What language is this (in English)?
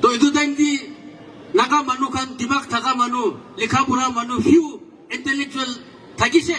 Naga Pidgin